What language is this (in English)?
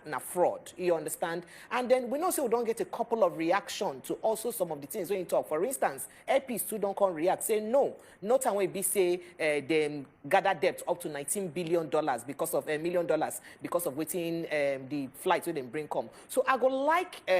Nigerian Pidgin